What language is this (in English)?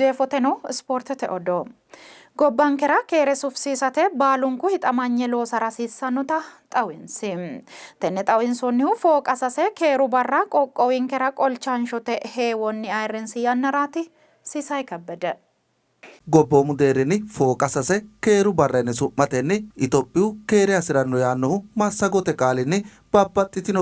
Sidamo